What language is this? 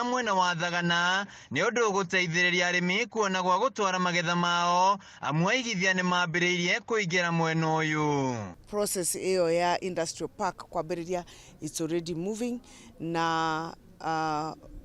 Kikuyu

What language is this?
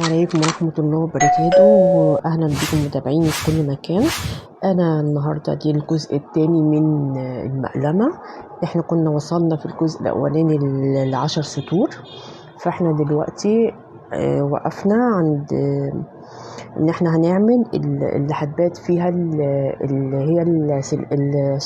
Egyptian Arabic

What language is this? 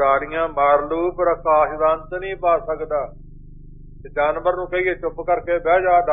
Punjabi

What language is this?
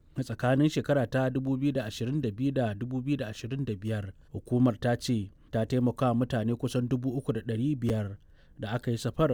Hausa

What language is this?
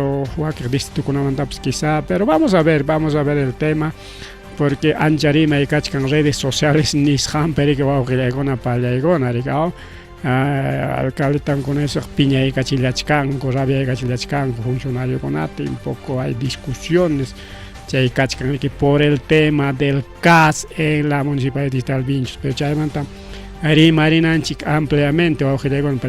Ayacucho Quechua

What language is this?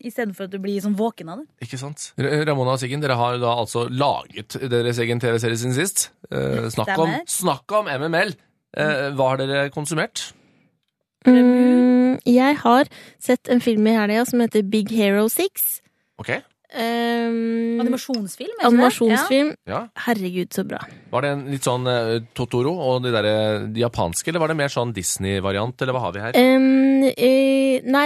Norwegian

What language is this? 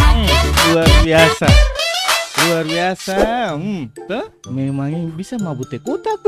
Ambonese Malay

